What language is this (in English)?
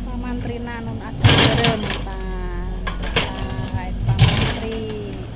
Sundanese